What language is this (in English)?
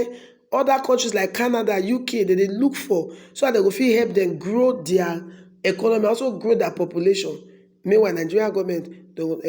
Nigerian Pidgin